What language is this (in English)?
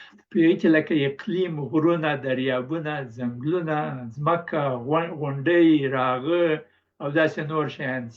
Pashto